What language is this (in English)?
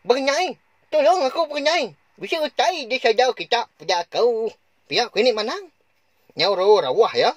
Iban